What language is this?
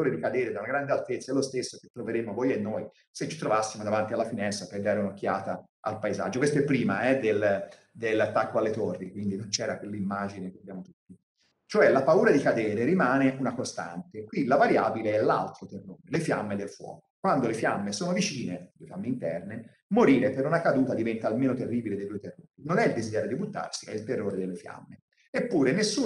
Italian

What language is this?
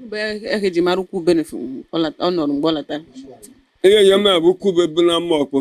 Igbo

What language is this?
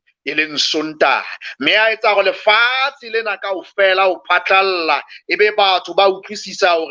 Southern Sotho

